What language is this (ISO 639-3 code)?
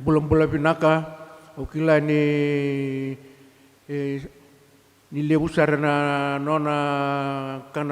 fij